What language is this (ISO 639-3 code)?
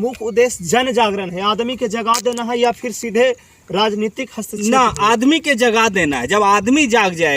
mag